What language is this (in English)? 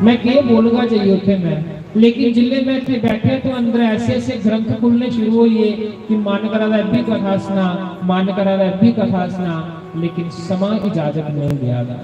Dogri